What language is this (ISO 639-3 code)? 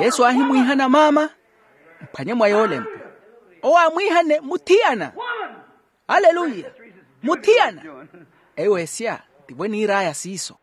vmw